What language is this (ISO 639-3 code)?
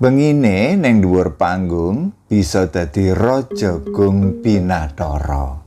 jav